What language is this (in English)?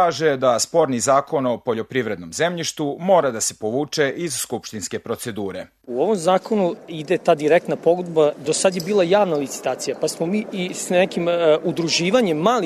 Serbian